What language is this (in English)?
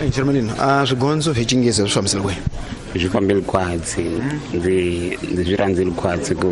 Tsonga